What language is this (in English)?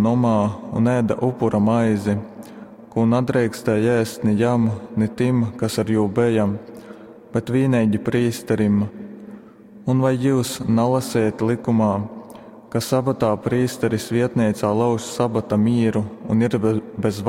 Latgalian